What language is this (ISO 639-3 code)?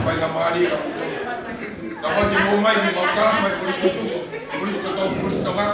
ton